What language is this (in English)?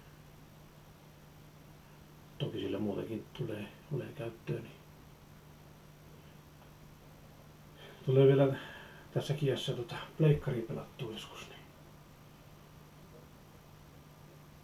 Finnish